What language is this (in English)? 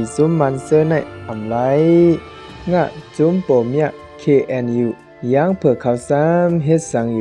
Shan